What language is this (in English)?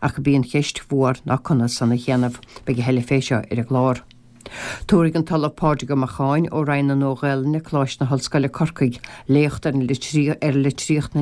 Irish